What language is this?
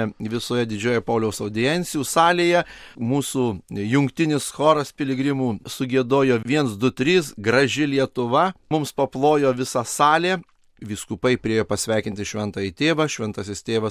Lithuanian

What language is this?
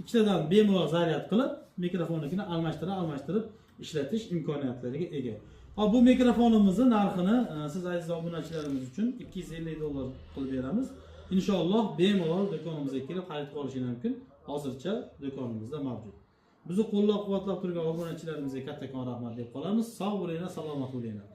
Uzbek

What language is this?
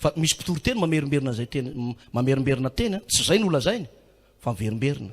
Malagasy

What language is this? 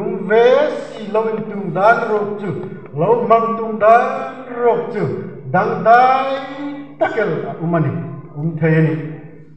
Hmar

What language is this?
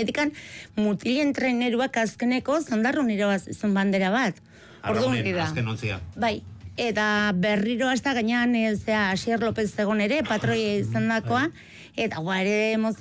Basque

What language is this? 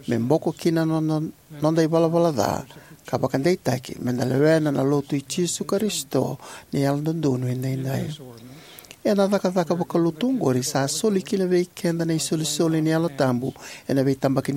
Fijian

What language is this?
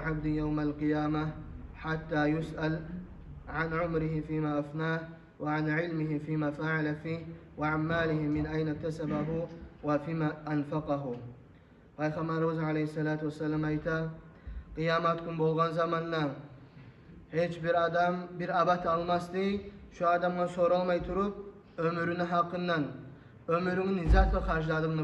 Kumyk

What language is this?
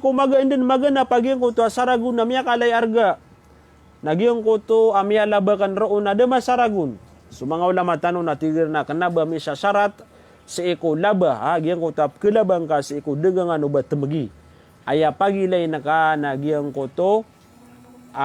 Maranao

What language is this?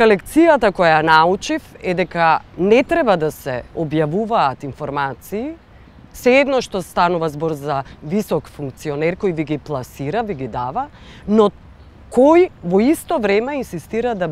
Macedonian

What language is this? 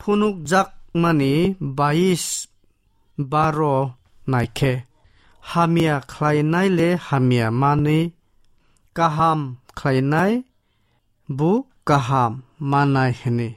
Kok Borok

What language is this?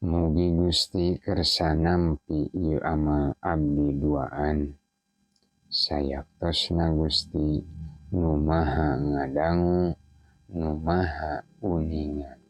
Sundanese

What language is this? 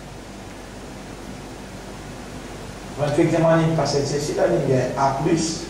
Morisyen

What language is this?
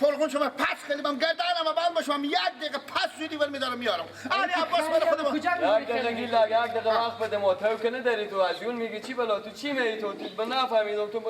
Persian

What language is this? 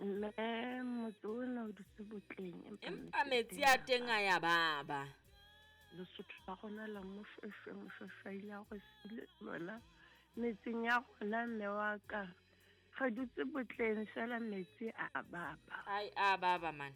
Southern Sotho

